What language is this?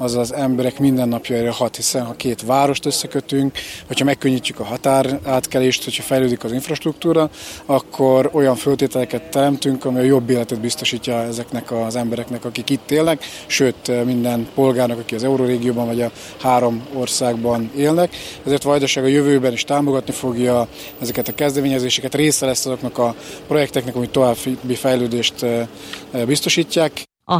Hungarian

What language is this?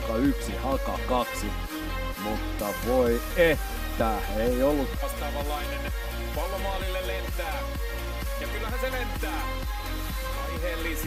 Finnish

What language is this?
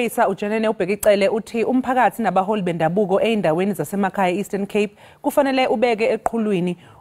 Zulu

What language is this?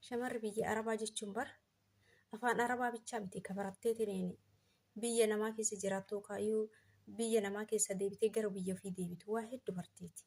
Oromo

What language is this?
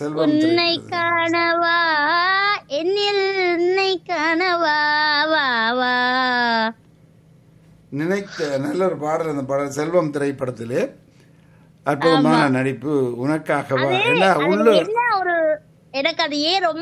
Tamil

